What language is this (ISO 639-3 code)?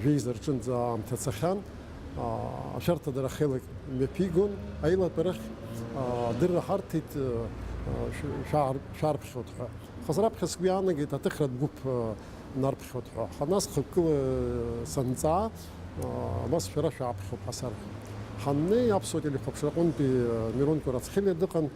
abk